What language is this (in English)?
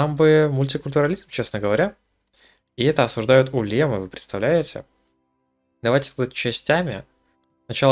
Russian